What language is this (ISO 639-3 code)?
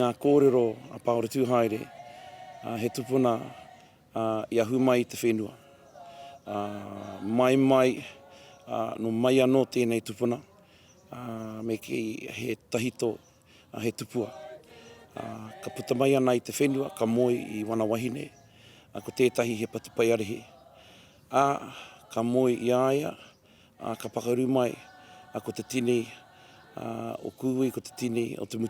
mri